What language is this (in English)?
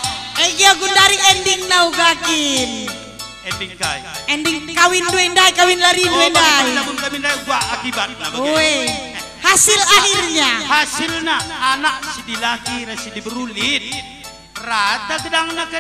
Batak Karo